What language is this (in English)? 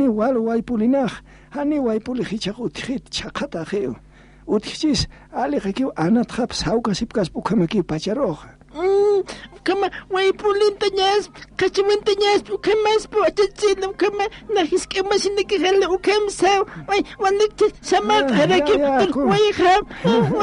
Aymara